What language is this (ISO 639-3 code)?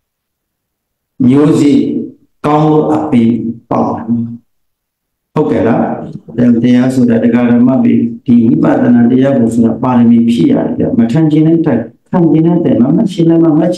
mya